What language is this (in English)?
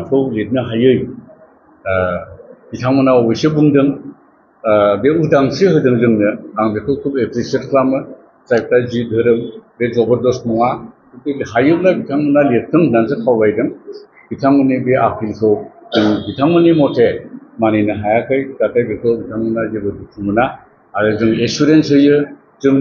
Bodo